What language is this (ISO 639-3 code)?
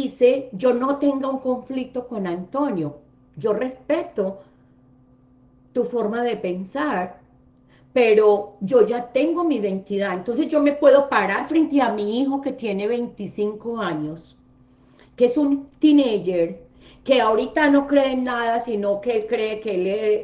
spa